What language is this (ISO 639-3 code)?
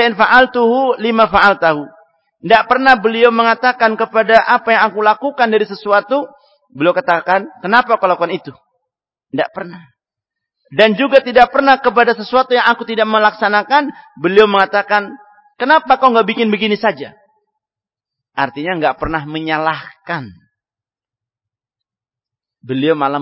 ind